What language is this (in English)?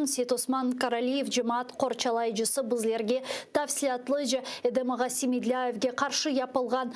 Crimean Tatar